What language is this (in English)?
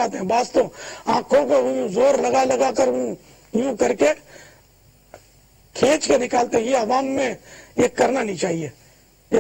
Urdu